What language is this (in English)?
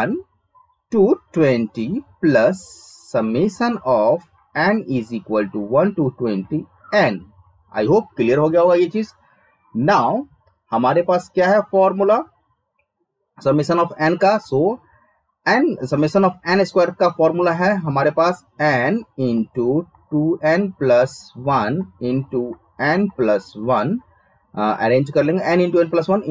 Hindi